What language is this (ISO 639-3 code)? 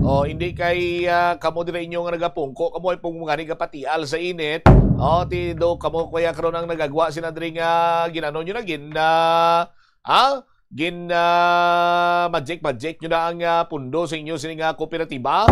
hil